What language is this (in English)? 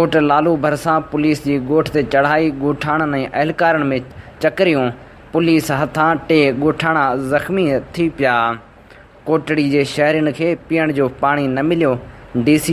Sindhi